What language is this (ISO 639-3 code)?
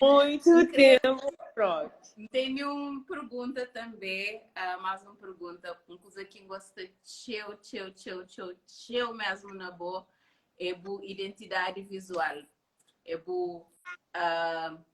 kea